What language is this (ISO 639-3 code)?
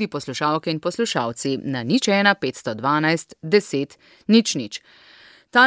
slv